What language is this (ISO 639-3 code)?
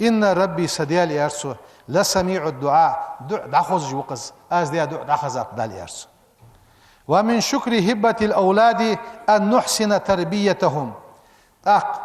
inh